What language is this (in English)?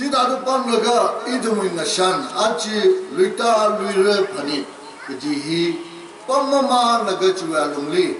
Tangkhul Naga (India)